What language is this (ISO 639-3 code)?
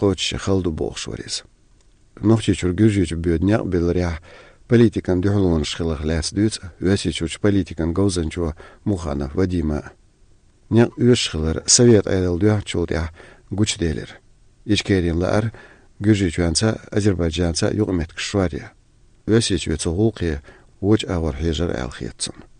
che